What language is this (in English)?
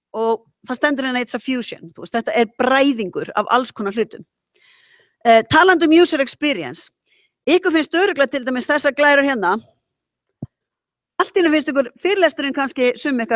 Icelandic